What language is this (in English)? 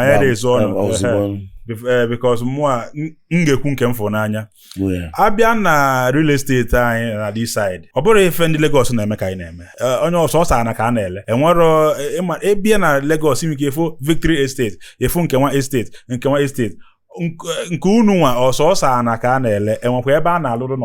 Igbo